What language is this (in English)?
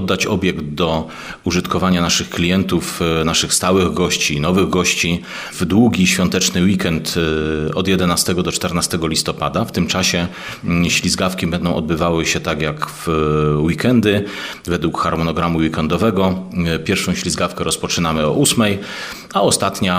Polish